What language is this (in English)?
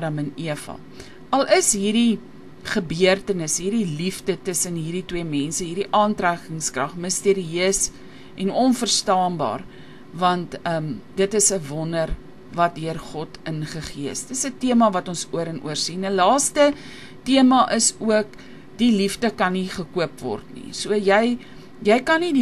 Afrikaans